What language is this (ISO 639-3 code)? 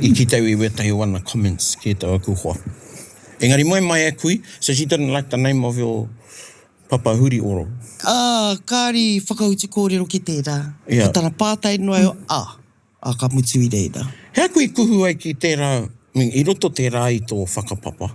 mri